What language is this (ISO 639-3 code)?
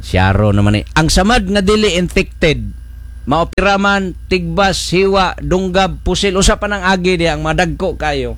ceb